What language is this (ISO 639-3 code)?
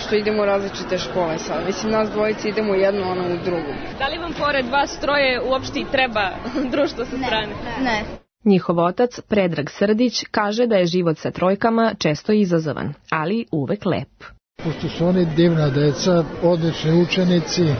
srp